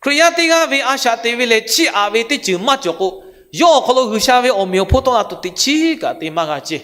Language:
Lahu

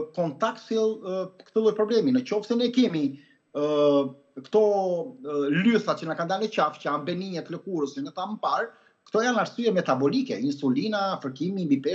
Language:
Albanian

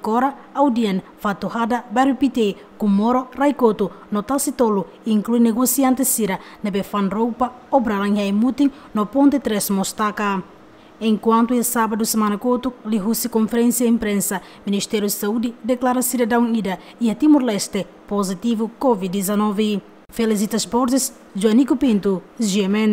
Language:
Tetum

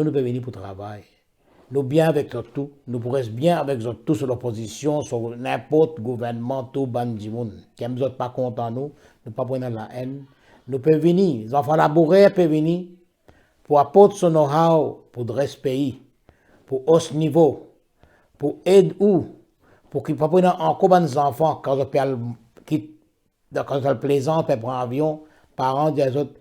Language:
Morisyen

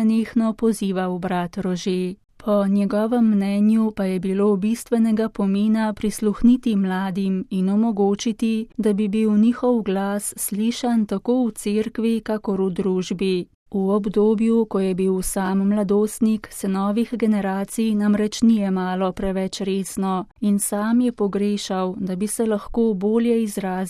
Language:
Slovenian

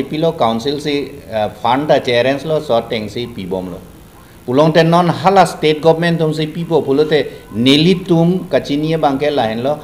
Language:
Karbi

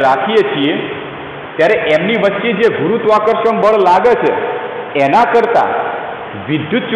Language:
Gujarati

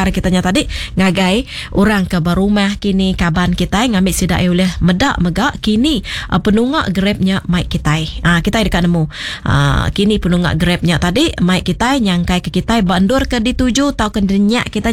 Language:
Iban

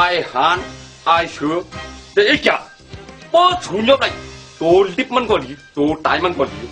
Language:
Shan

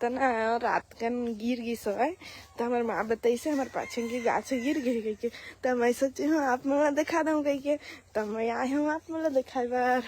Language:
Chhattisgarhi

